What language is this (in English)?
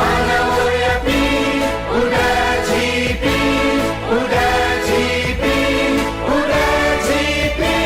Newari